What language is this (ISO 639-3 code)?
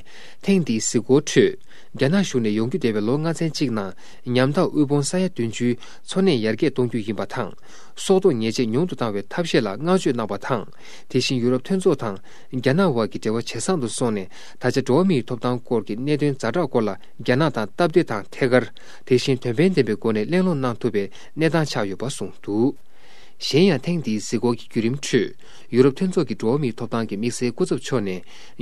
bod